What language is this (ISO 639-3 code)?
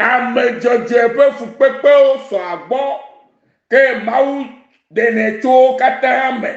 ewe